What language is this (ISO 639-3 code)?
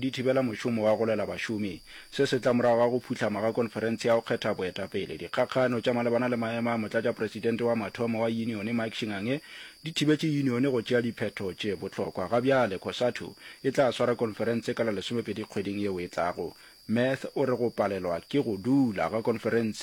nso